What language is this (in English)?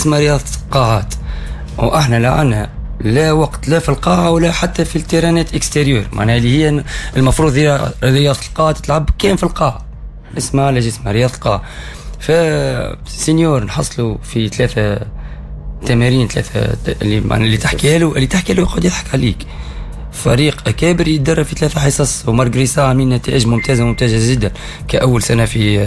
Tunisian Arabic